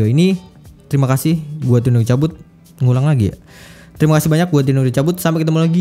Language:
Indonesian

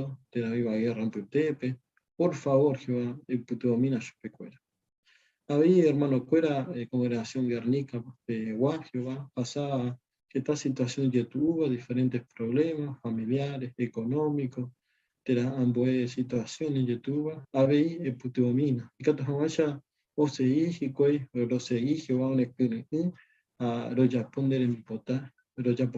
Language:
Guarani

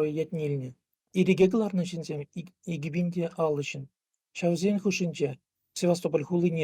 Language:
Chuvash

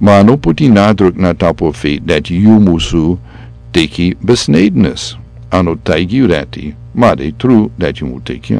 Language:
Sranan Tongo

